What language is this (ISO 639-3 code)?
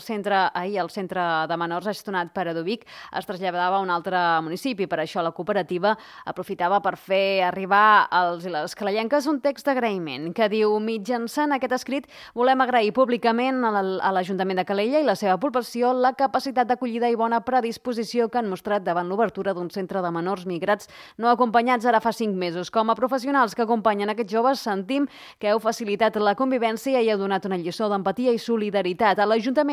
cat